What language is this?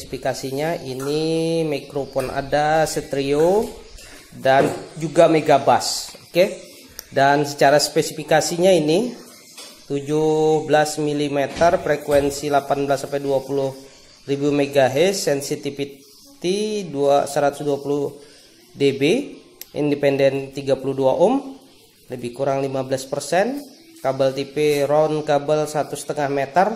Indonesian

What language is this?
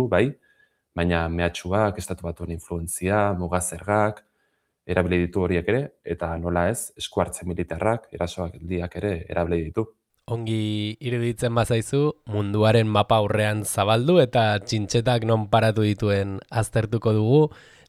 Basque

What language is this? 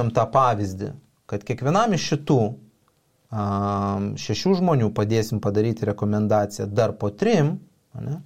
Lithuanian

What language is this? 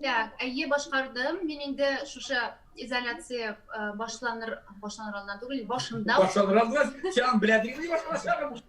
Tatar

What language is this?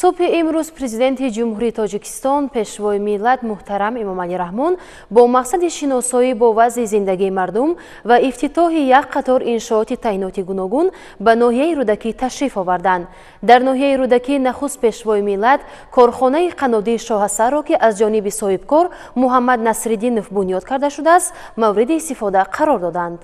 Tajik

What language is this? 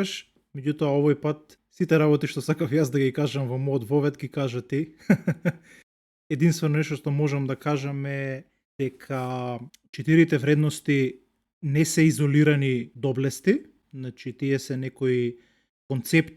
Macedonian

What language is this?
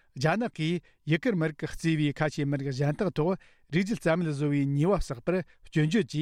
Tibetan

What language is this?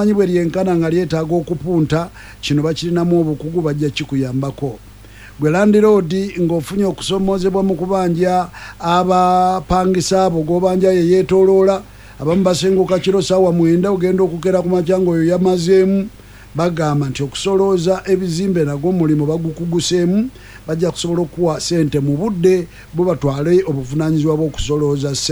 Ganda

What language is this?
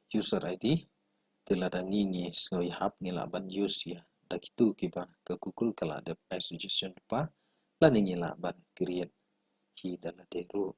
Khasi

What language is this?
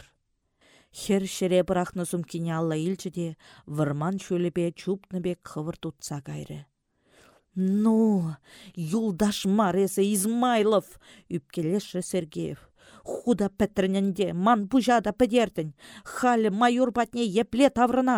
Chuvash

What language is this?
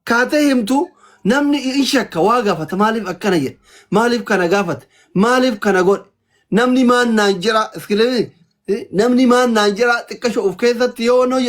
Oromo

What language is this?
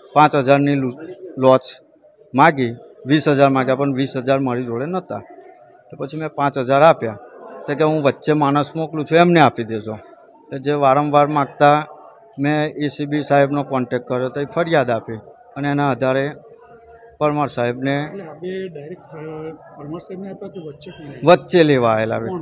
Gujarati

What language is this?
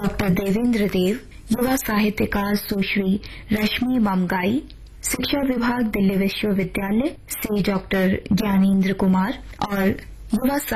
Hindi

